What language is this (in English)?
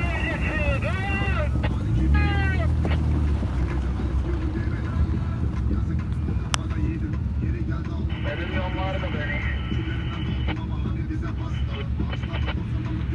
Turkish